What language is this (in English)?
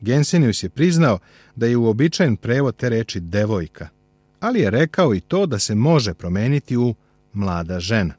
Serbian